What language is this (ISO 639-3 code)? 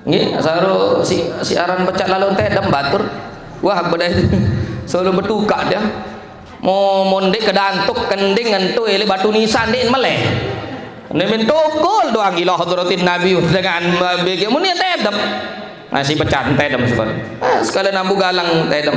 sas